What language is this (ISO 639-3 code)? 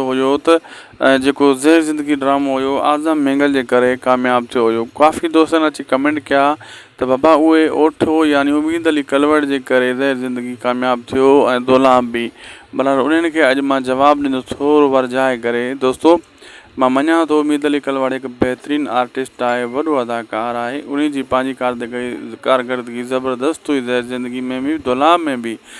snd